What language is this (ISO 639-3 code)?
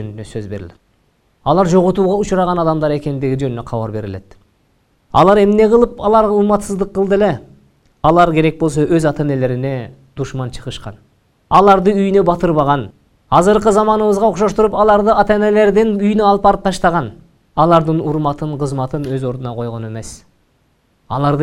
kir